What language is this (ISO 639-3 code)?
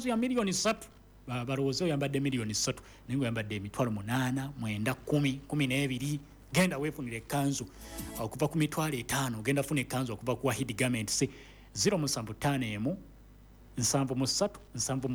lug